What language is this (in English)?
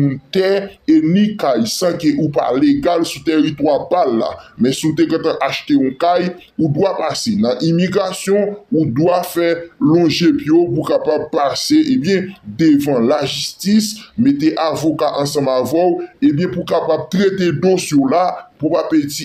Haitian Creole